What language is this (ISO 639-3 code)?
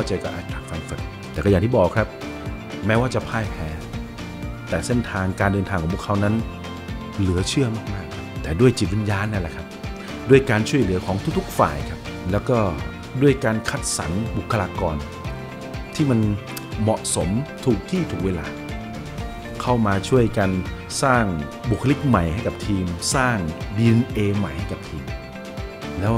tha